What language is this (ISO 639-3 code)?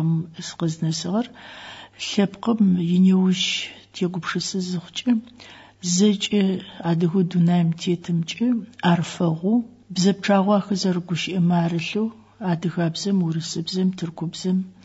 ady